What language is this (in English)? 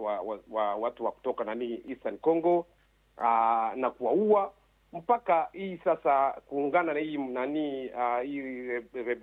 Swahili